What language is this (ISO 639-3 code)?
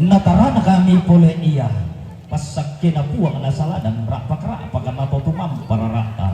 sda